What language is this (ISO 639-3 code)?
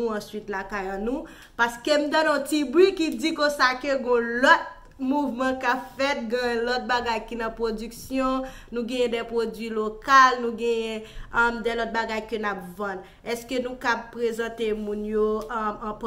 hat